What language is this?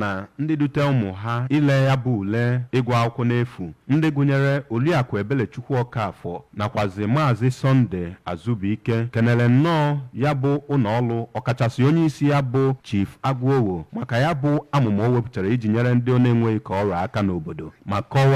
Igbo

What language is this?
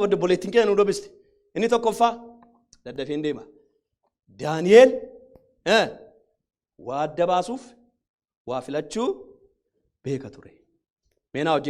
Oromo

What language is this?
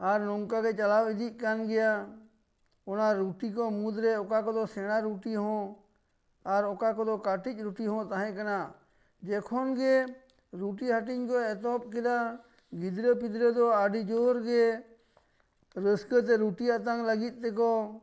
Santali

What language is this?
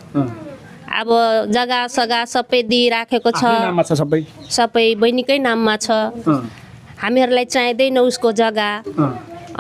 Nepali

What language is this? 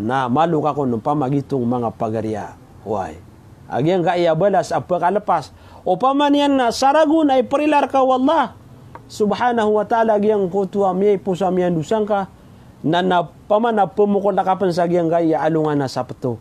Maranao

